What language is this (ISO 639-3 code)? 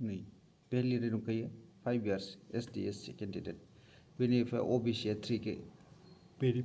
brx